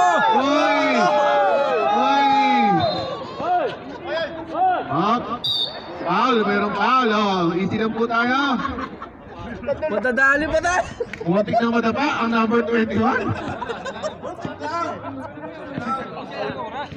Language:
Filipino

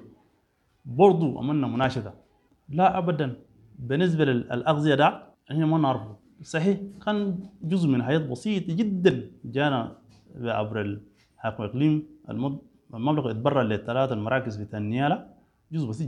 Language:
Sudanese Arabic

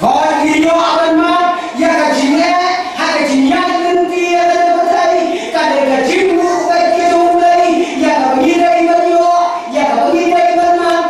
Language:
Khasi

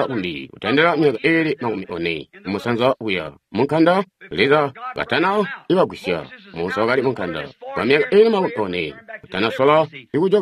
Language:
Tonga (Zambia)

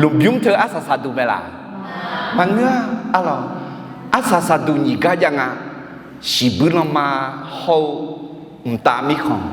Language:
Akha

